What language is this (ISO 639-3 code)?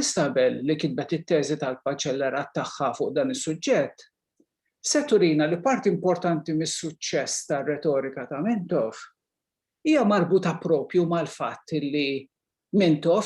mlt